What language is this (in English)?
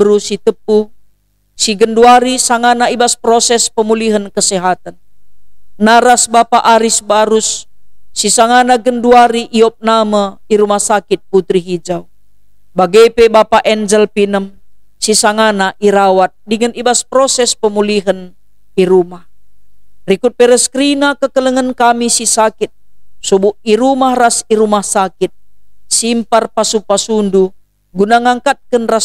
Batak Karo